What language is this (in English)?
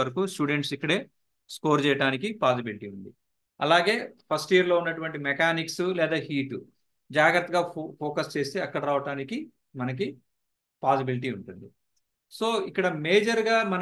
Telugu